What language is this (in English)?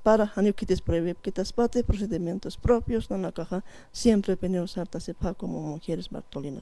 Aymara